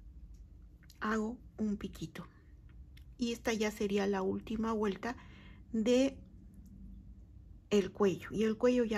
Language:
Spanish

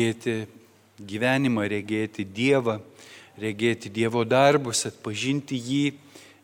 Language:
Lithuanian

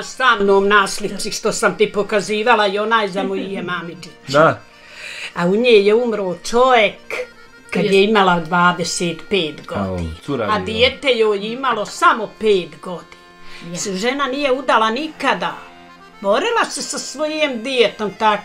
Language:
Bosnian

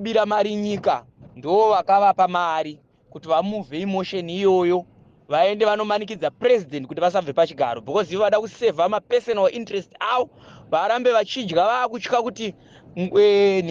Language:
Shona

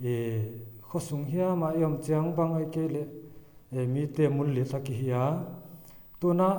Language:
Paite Chin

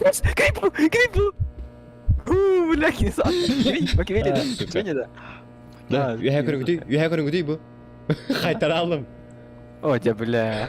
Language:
Yakut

